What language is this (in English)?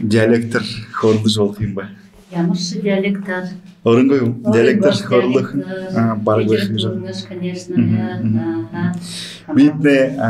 Buriat